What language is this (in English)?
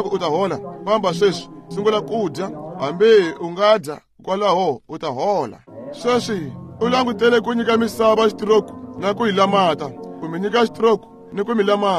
Tsonga